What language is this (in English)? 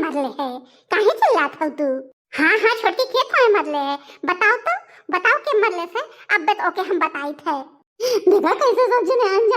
Bhojpuri